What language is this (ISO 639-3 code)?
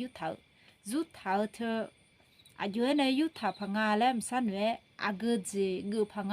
ahk